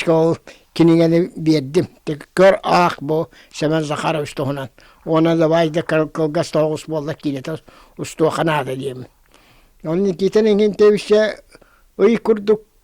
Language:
Yakut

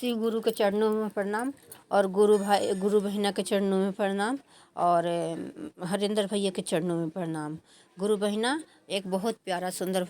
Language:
Bhojpuri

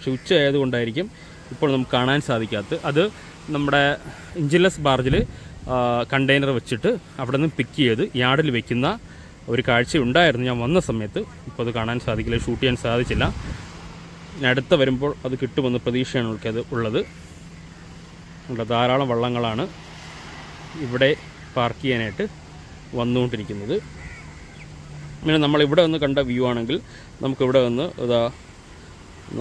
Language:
Malayalam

